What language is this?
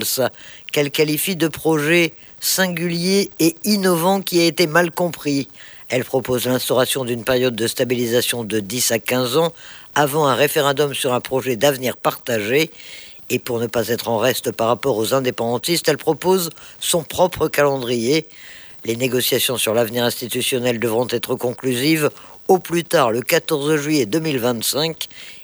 French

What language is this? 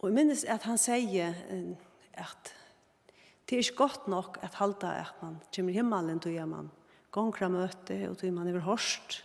Faroese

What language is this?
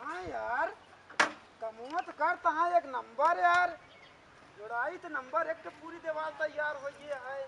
Awadhi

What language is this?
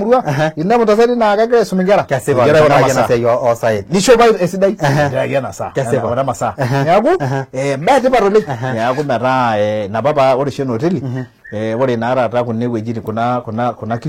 Masai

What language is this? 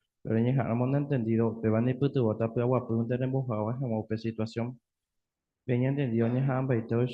Guarani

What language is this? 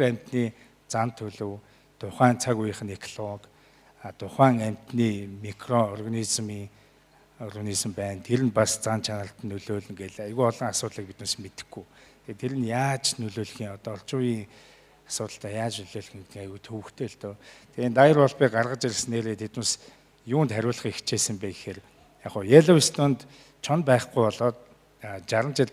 Mongolian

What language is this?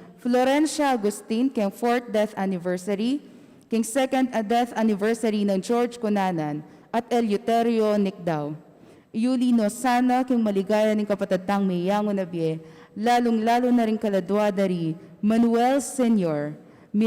Pampanga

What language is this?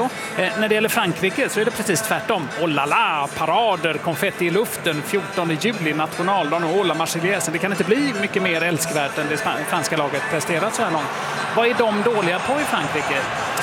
Swedish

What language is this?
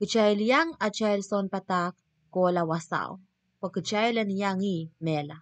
Pohnpeian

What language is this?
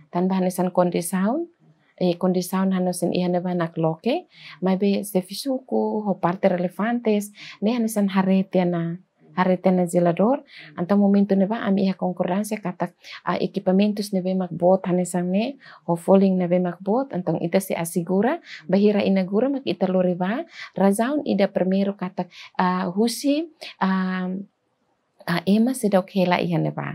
Tetum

